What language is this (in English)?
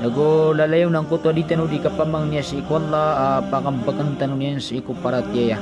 Maranao